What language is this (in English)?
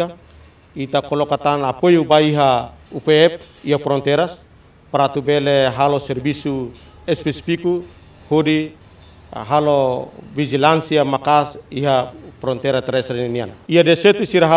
Tetum